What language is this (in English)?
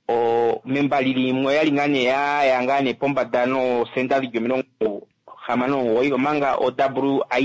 Kuanyama